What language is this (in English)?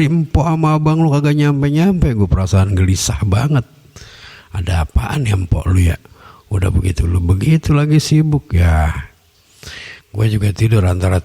Betawi